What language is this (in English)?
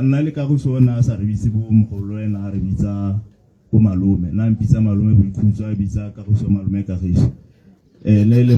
Tswana